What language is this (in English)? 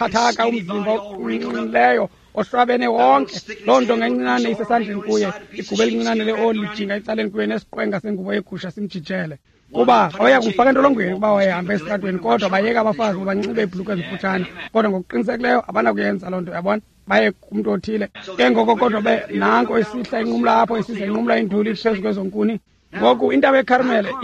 Xhosa